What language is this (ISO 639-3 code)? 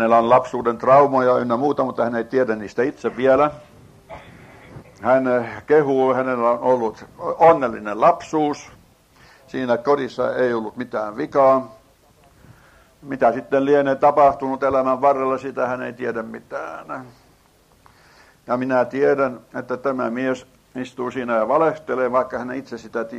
fin